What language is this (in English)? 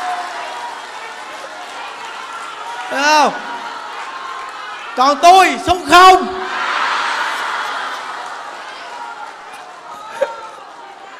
Vietnamese